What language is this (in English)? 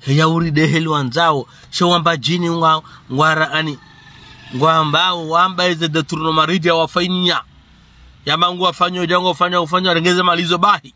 Ngazidja Comorian